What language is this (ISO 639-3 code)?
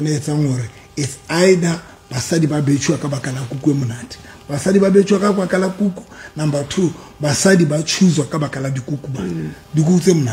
sot